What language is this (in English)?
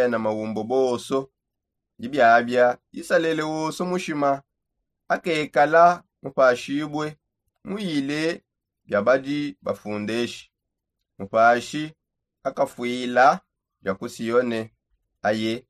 Songe